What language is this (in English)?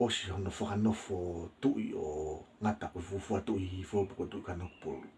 Tongan